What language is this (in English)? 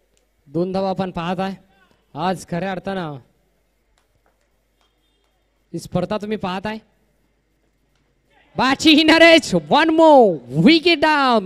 Marathi